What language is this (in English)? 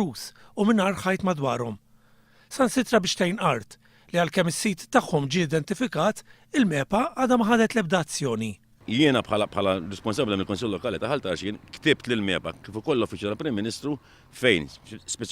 Maltese